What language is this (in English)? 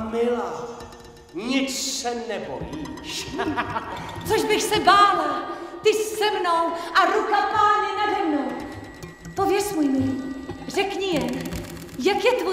Czech